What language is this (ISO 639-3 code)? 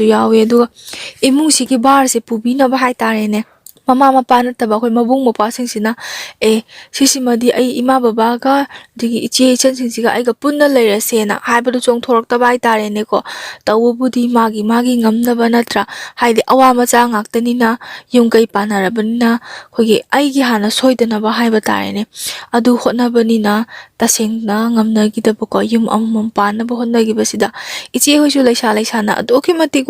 mni